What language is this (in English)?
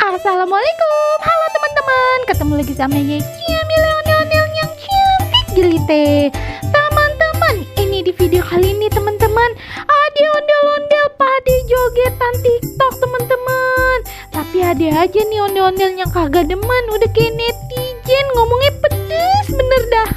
Betawi